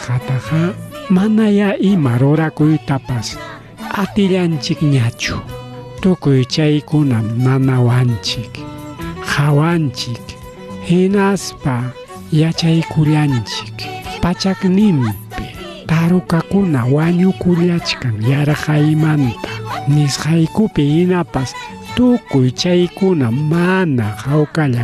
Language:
Ayacucho Quechua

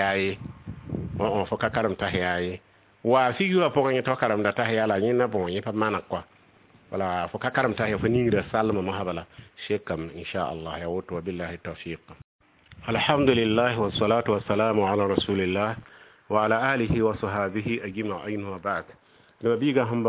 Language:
Mossi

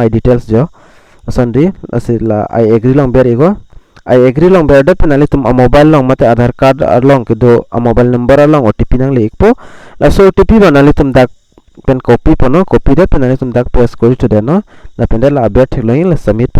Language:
Karbi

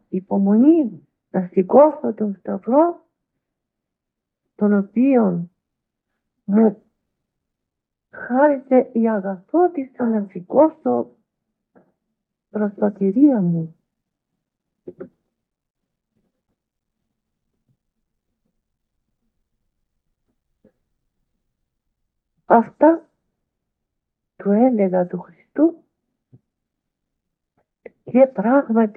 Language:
Greek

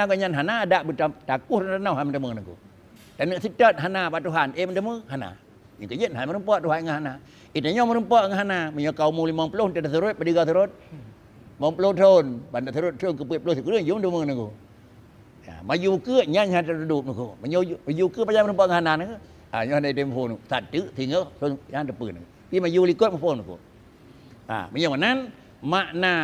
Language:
Achinese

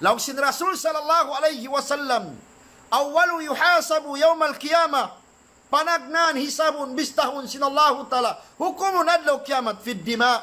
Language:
Tausug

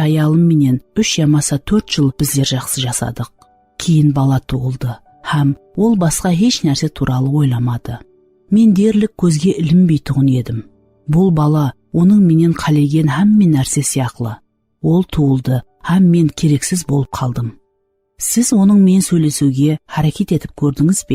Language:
Kara-Kalpak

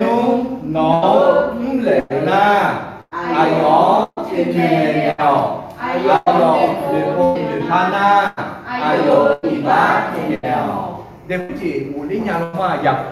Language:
Akha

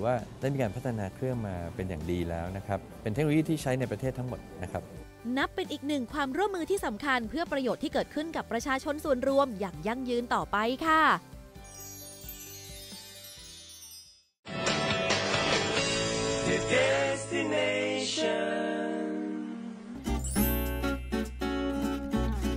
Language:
Thai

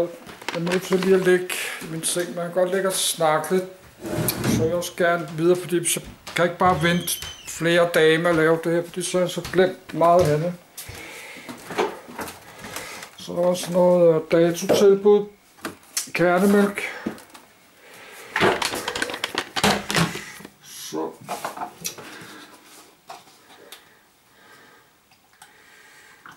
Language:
Danish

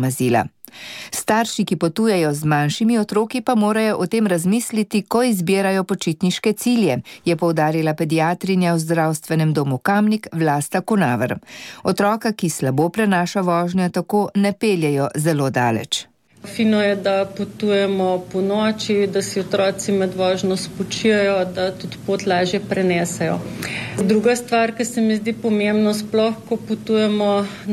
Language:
Slovenian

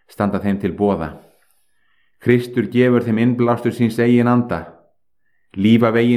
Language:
Icelandic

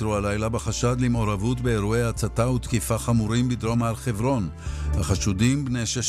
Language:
Hebrew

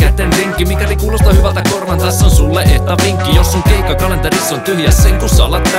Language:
Finnish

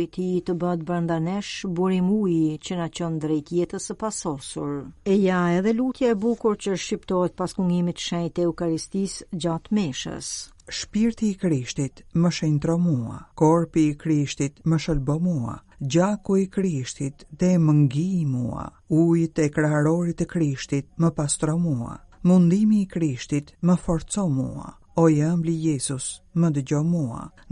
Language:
Albanian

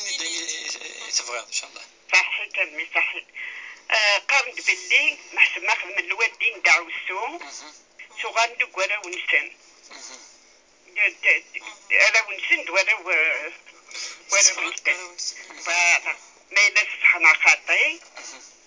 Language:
Kabyle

